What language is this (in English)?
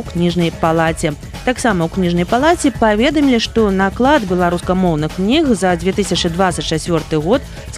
Belarusian